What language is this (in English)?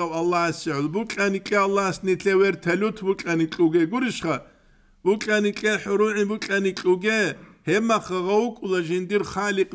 Avaric